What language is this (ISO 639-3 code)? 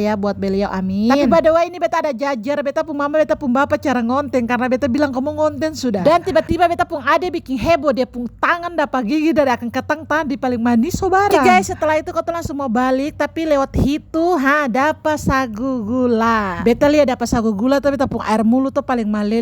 abs